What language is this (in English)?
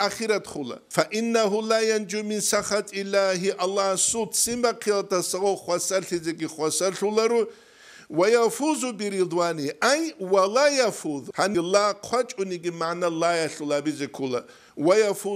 Avaric